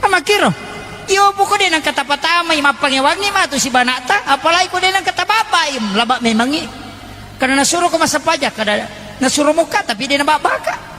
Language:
Buginese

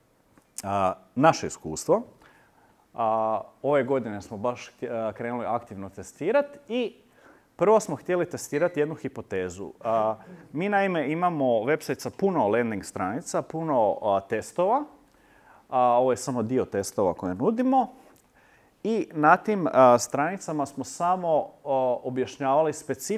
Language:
Croatian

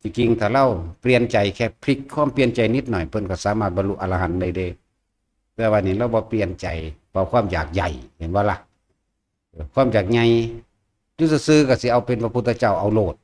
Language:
Northeastern Thai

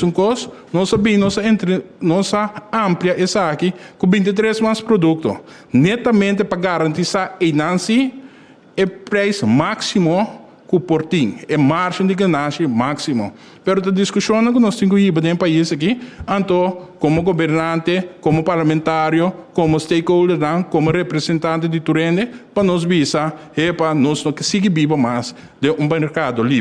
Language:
Papiamento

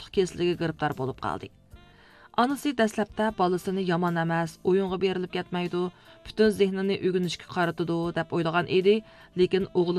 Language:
Uyghur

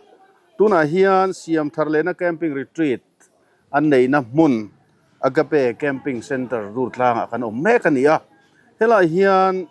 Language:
Mizo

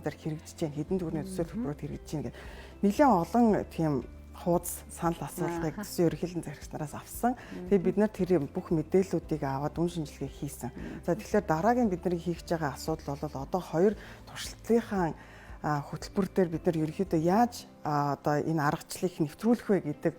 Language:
Mongolian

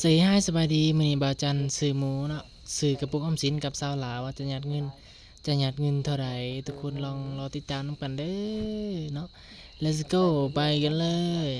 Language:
Northeastern Thai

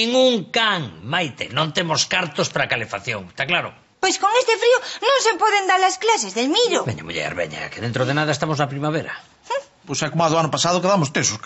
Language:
Galician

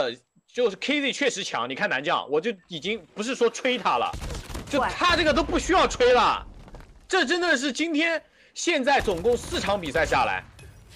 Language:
Chinese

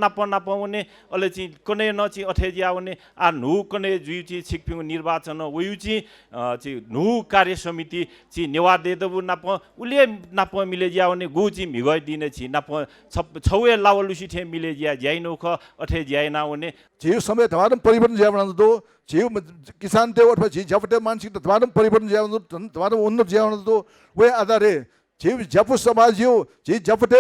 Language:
Newari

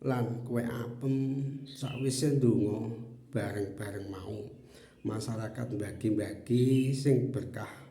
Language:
Javanese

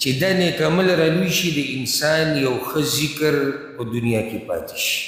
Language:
Pashto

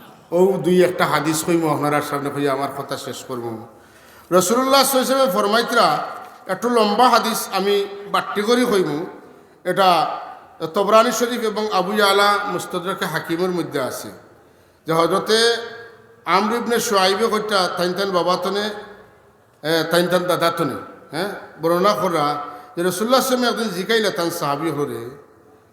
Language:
Sylheti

